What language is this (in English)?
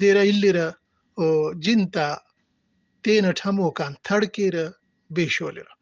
Brahui